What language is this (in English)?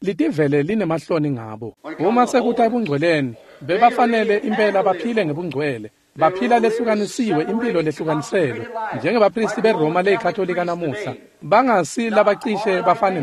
Swati